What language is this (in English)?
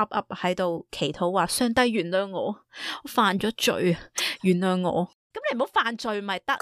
Cantonese